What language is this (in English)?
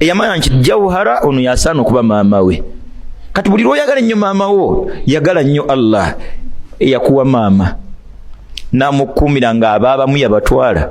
Ganda